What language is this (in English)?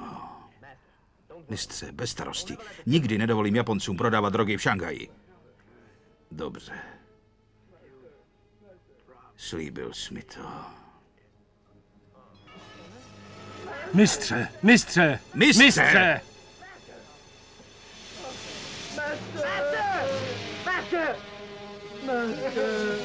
Czech